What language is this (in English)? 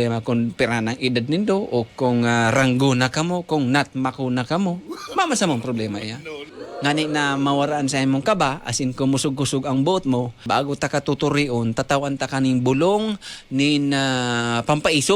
Bikol